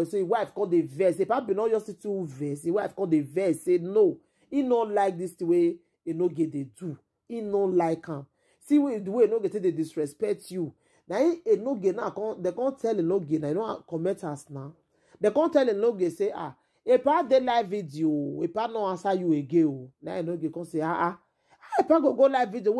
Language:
Nigerian Pidgin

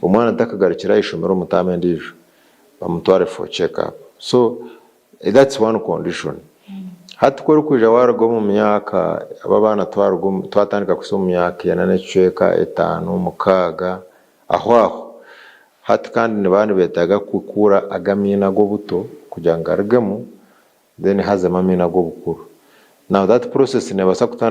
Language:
Nyankole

